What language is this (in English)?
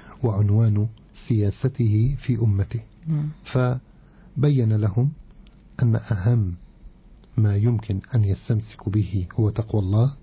Arabic